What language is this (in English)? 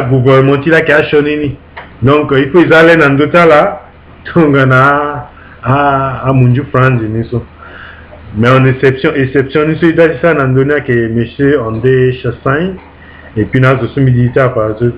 Sango